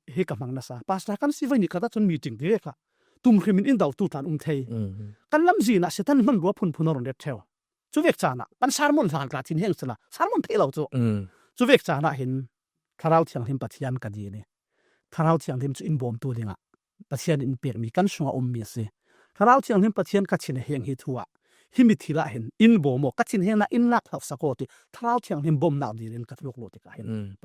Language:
Falam Chin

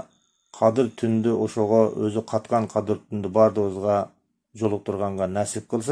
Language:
Kyrgyz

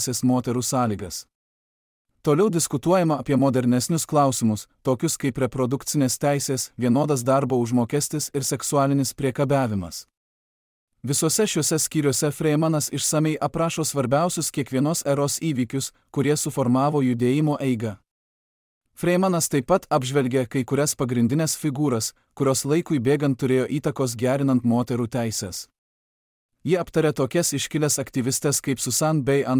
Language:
Lithuanian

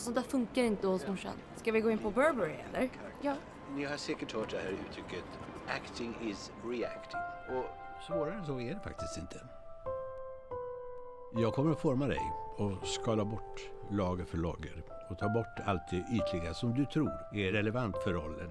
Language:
Swedish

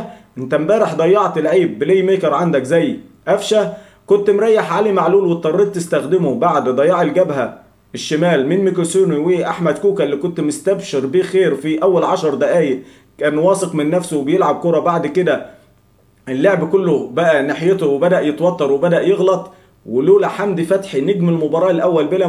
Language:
Egyptian Arabic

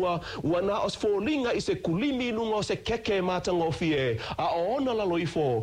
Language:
Samoan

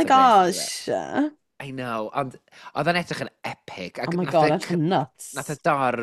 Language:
Welsh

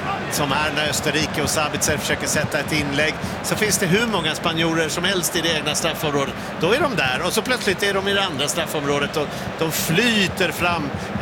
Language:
Swedish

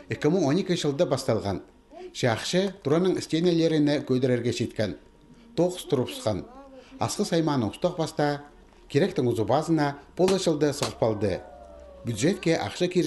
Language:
Khakas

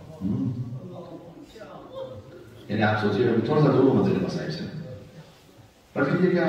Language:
Urdu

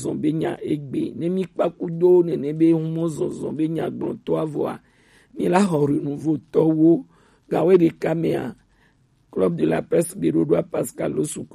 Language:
Gen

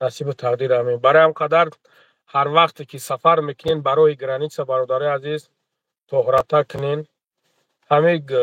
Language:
Tajik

